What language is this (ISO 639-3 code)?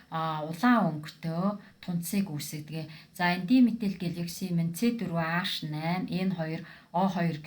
mon